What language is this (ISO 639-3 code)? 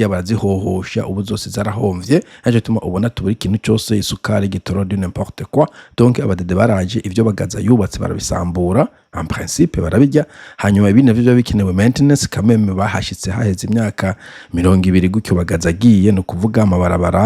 run